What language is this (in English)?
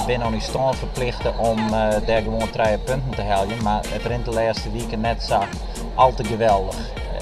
Western Frisian